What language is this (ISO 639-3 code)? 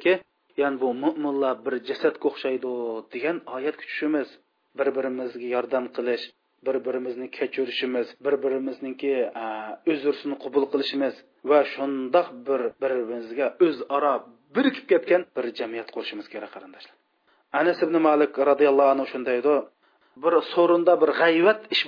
uig